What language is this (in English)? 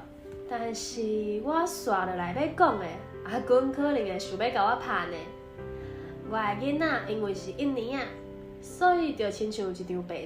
Min Nan Chinese